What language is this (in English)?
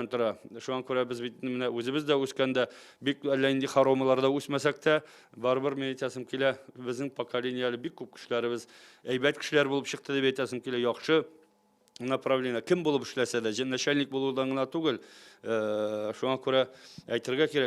Tatar